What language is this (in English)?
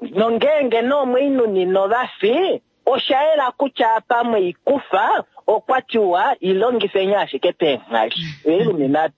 Kuanyama